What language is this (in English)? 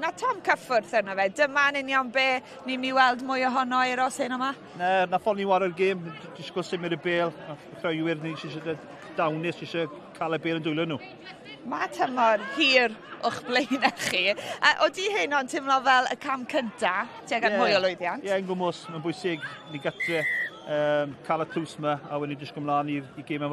Welsh